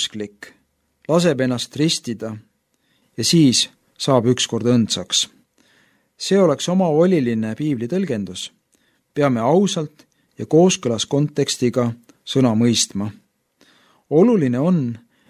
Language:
Estonian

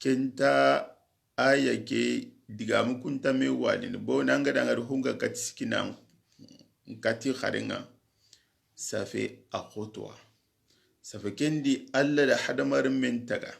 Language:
Soninke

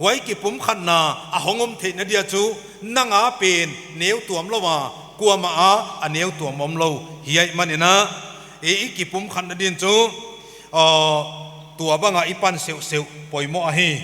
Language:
Paite Chin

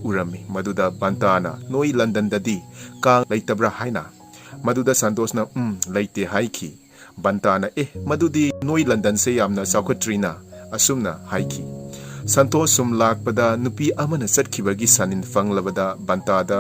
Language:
Manipuri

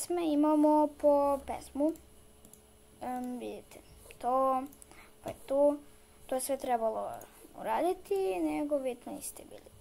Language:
Serbian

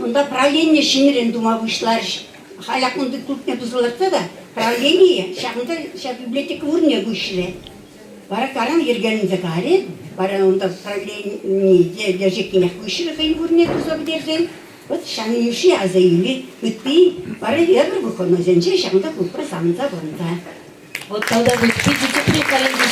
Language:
Chuvash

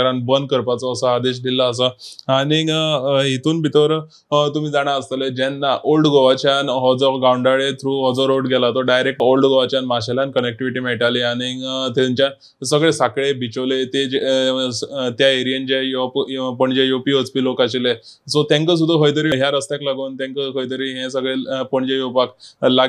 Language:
Konkani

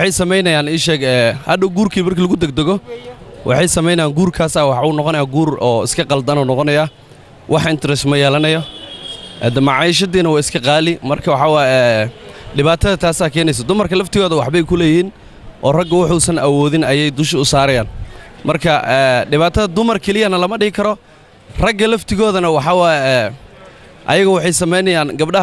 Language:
Somali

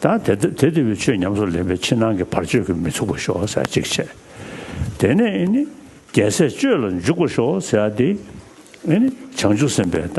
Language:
Tibetan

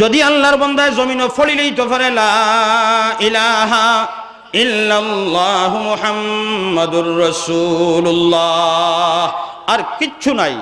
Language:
Sylheti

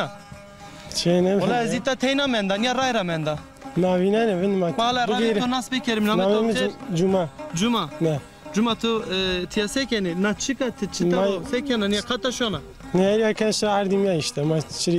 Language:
Zaza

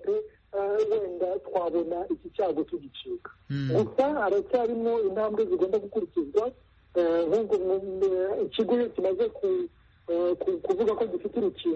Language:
Kinyarwanda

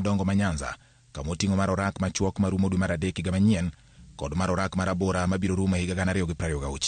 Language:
Luo (Kenya and Tanzania)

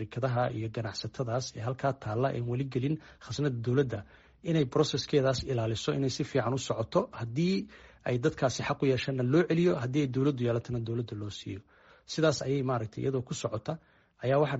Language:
Somali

